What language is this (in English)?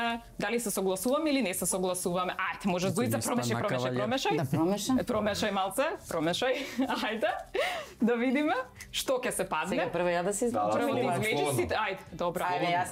Macedonian